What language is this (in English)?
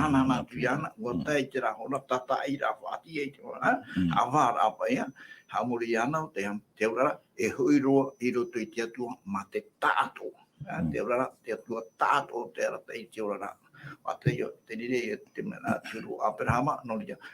Tahitian